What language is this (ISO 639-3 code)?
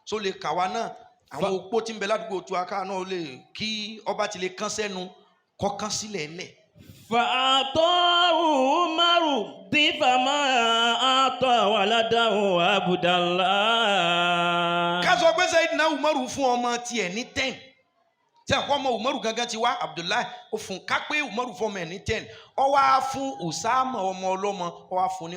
yor